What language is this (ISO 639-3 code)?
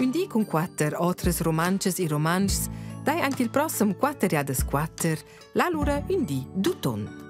roh